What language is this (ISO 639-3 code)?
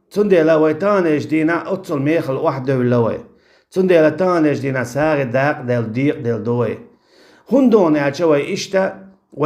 che